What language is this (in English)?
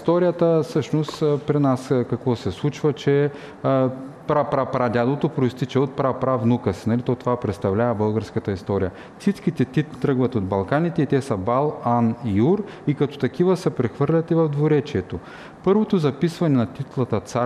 Bulgarian